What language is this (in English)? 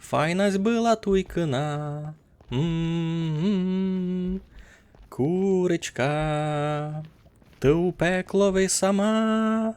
Rusyn